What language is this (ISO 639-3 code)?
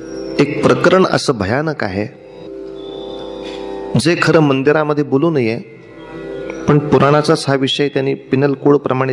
mar